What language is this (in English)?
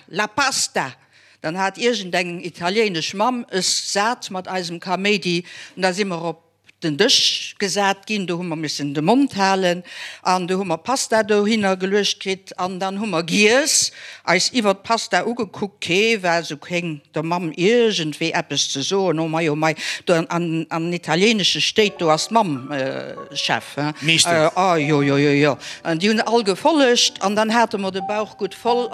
Luxembourgish